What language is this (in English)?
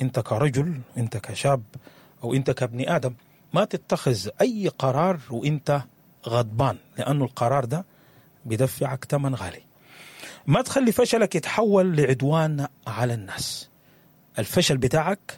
Sudanese Arabic